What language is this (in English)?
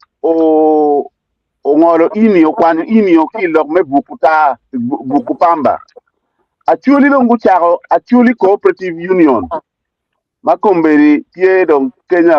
Acoli